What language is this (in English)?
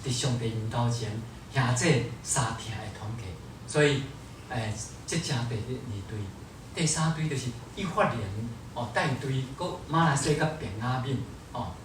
Min Nan Chinese